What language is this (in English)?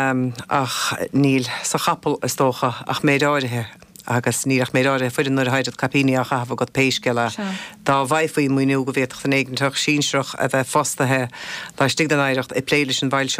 Irish